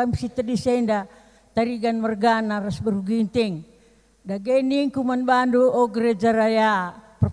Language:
Batak Karo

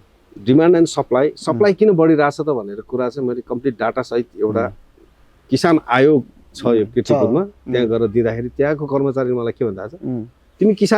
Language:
Nepali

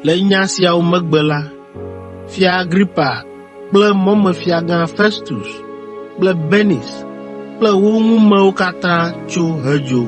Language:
Ewe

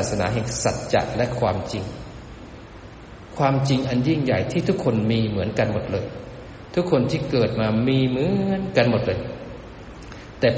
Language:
Thai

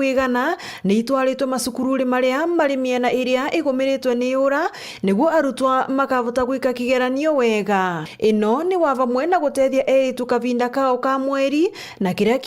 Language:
Meru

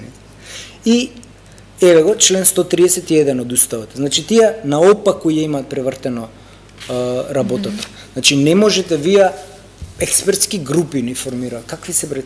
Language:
Macedonian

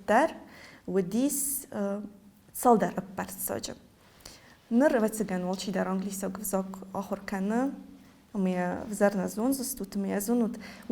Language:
Ossetic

